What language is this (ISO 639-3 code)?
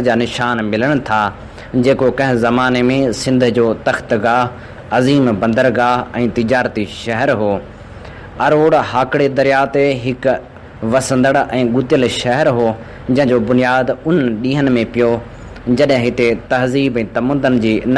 snd